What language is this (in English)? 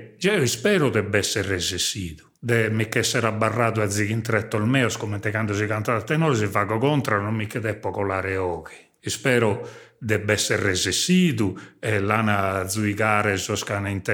Sardinian